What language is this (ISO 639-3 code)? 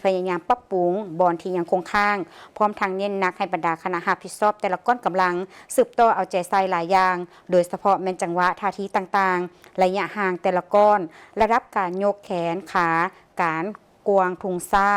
lao